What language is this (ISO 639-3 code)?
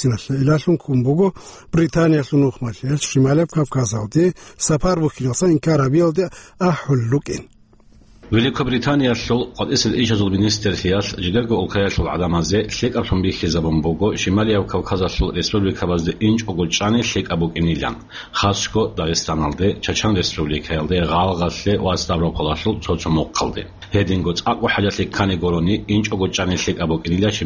ava